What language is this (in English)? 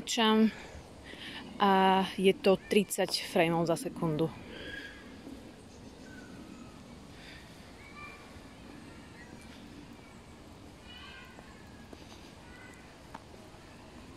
Slovak